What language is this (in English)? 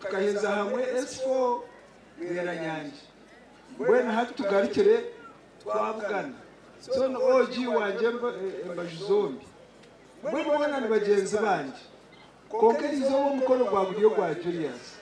Nyankole